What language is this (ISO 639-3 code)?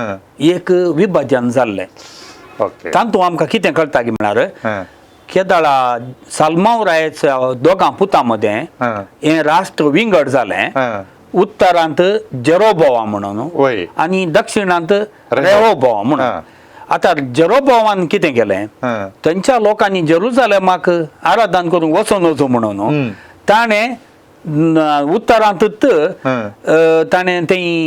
kok